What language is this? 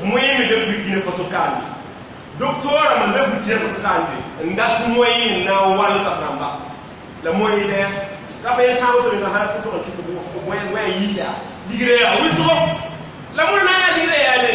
Mossi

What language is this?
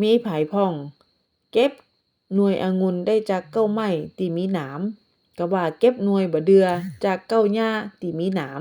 Northern Thai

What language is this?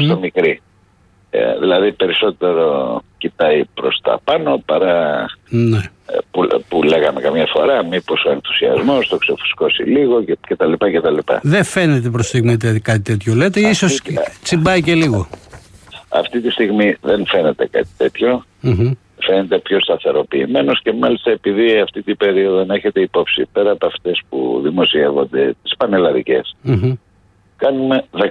Greek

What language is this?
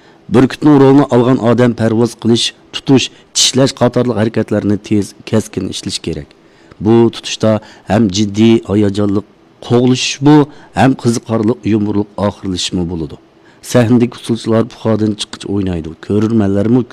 Uyghur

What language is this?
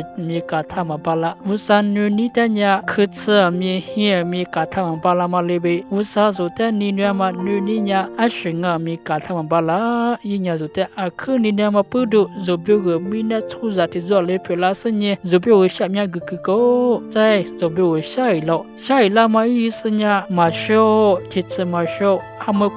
Lisu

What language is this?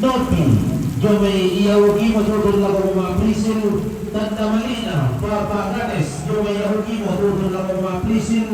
Toraja-Sa'dan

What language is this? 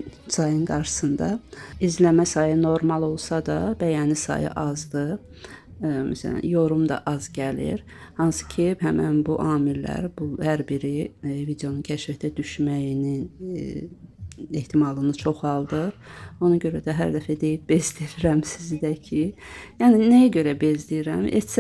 Azerbaijani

